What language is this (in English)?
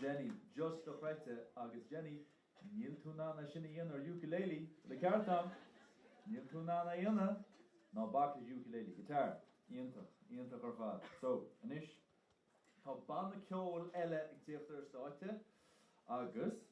Irish